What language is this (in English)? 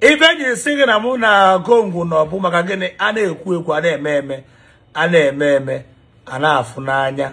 Igbo